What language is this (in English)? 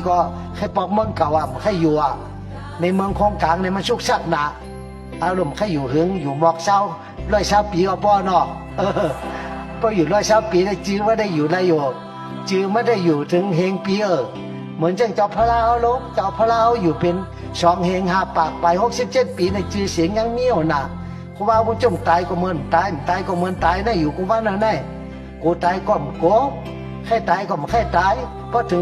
Shan